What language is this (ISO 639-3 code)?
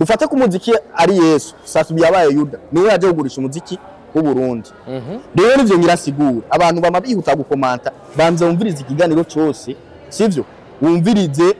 run